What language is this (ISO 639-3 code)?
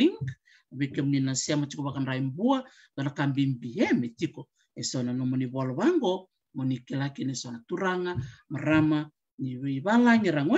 fij